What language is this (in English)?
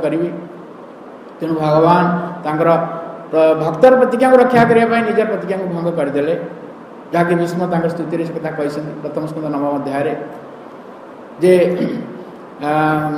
Odia